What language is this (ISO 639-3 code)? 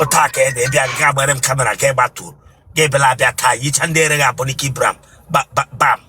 ibo